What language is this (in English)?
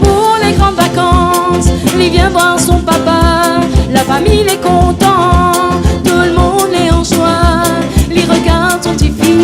Réunion Creole French